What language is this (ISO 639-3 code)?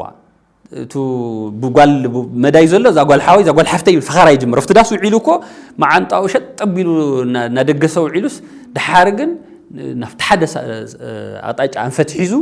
tir